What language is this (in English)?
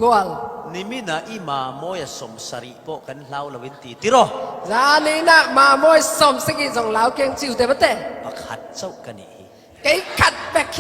Falam Chin